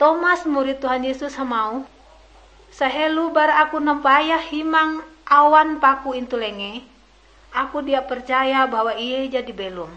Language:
Ngaju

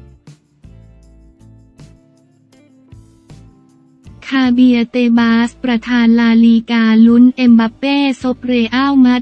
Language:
Thai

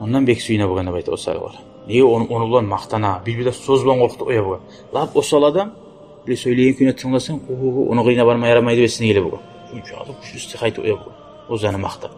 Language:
Kumyk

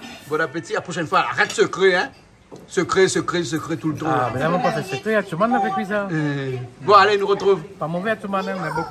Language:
Réunion Creole French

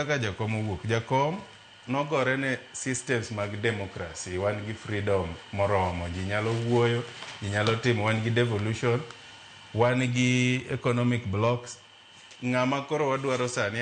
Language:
Luo (Kenya and Tanzania)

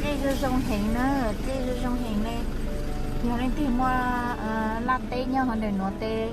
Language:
Hmong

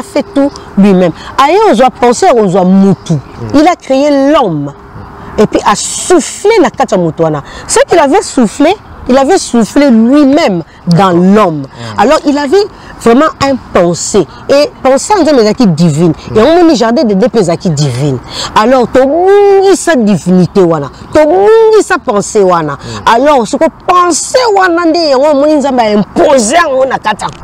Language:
Lingala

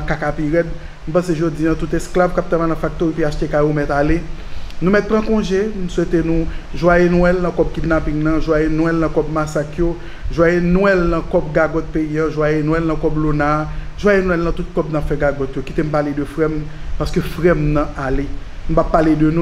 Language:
Haitian Creole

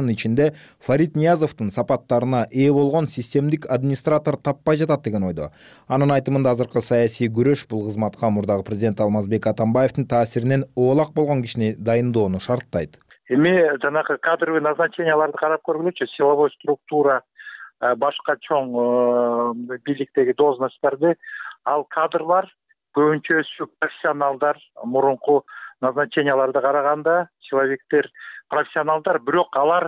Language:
Kyrgyz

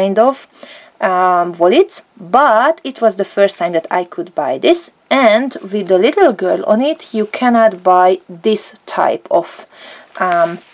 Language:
English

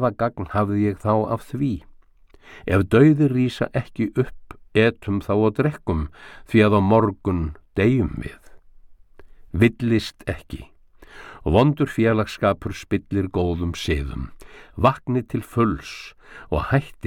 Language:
Icelandic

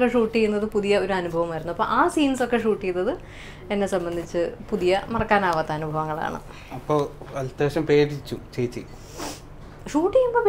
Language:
Malayalam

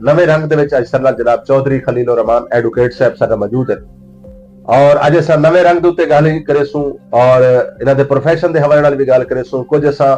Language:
Saraiki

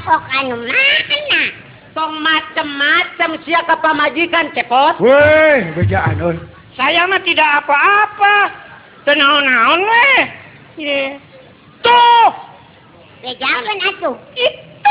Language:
Sundanese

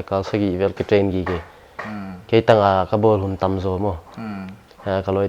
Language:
Paite Chin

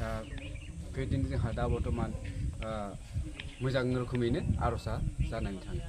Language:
Bodo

